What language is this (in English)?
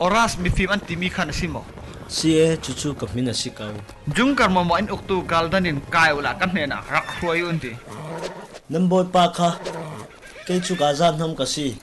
Falam Chin